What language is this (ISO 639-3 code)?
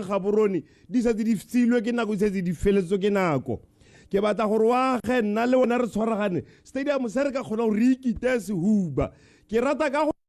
tsn